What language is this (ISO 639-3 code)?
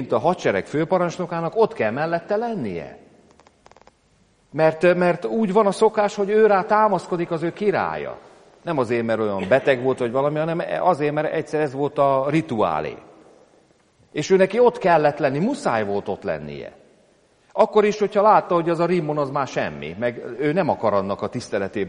hun